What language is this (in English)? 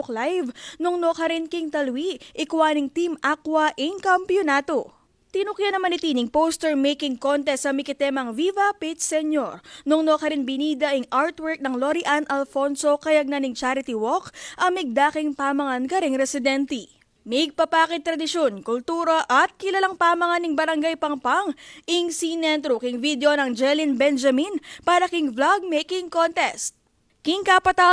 Pampanga